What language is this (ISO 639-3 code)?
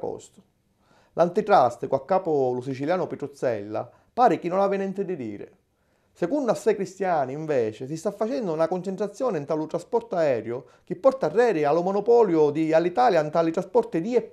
scn